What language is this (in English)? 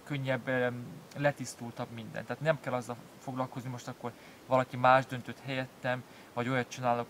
Hungarian